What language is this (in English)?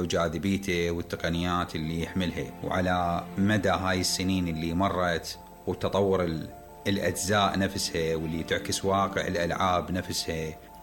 Mesopotamian Arabic